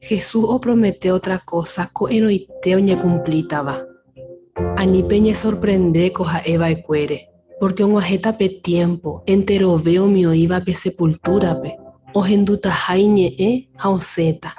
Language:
Guarani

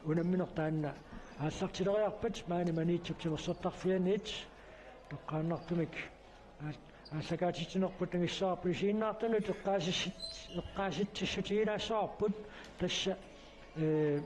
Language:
Kalaallisut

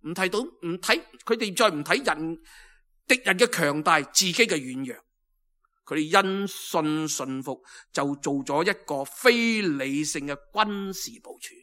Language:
Cantonese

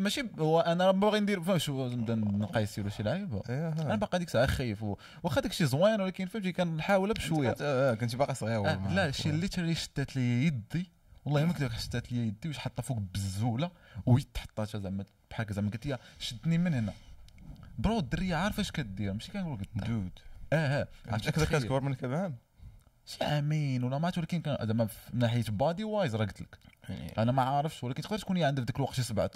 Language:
Moroccan Arabic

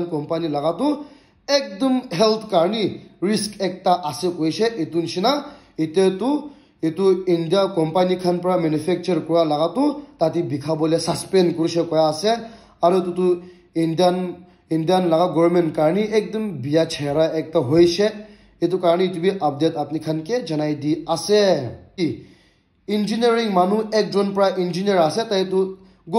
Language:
Naga Pidgin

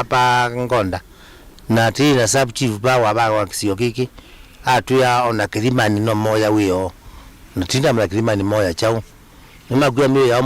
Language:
Kamba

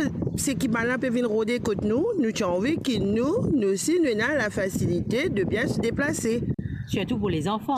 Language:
Morisyen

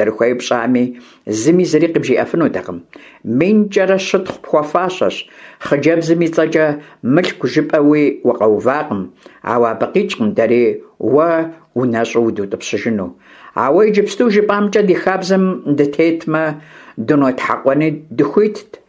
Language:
Kabardian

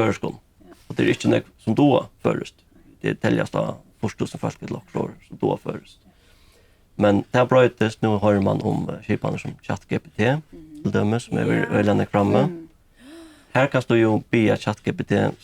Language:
Faroese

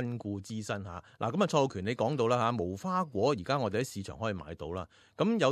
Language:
Cantonese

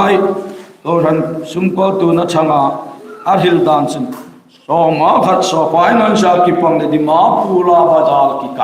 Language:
Hmar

